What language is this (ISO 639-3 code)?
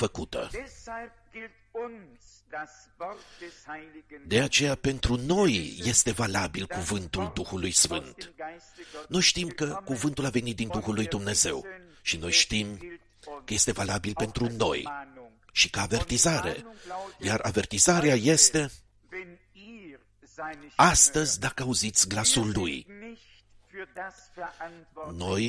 ron